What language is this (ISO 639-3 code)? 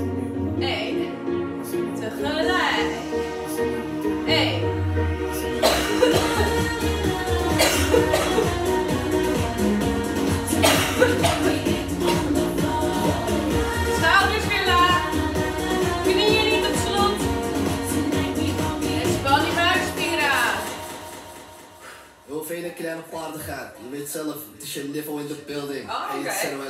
nld